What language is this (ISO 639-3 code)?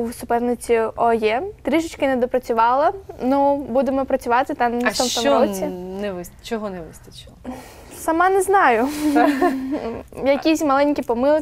ukr